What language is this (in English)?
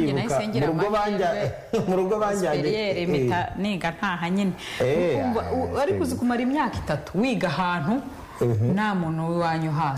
Kinyarwanda